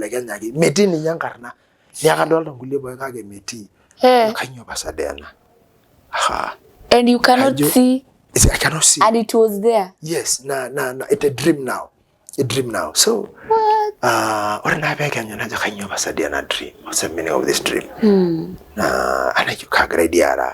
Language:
Masai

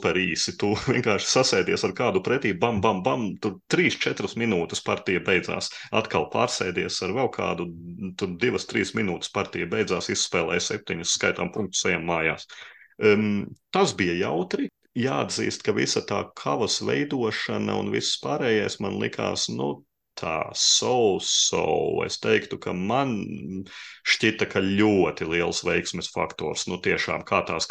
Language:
Latvian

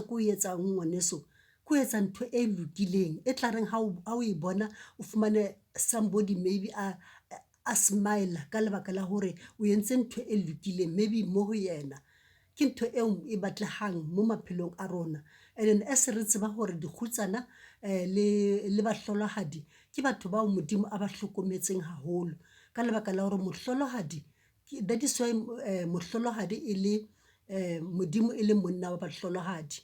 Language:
Southern Sotho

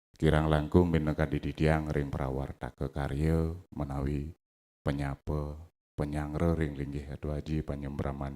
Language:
Balinese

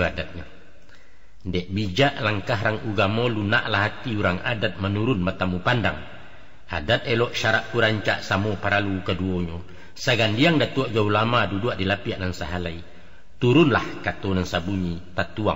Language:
Minangkabau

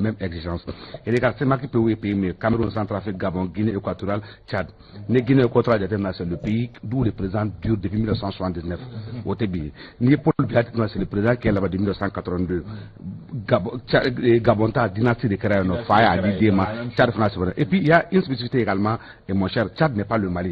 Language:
Bambara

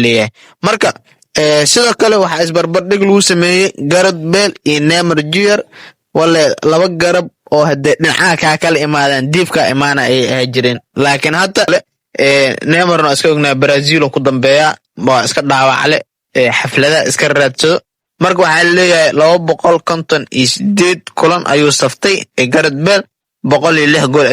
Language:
Somali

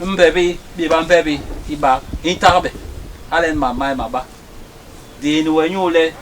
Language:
Basaa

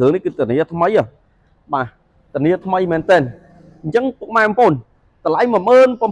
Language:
Khmer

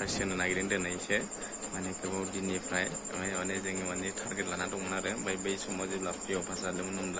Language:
Bodo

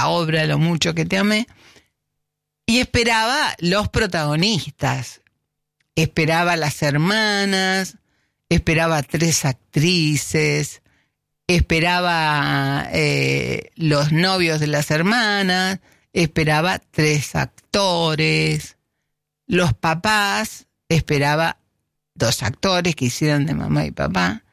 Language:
Spanish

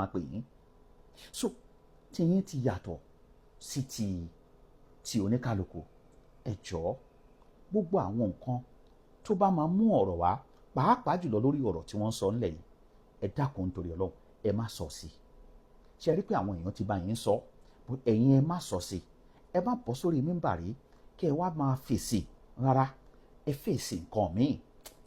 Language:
Yoruba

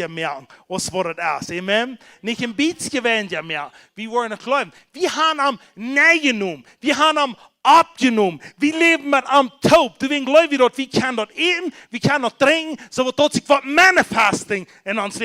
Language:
Plautdietsch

